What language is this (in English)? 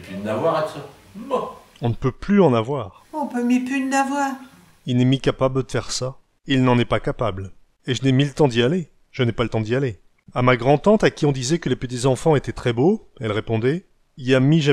Picard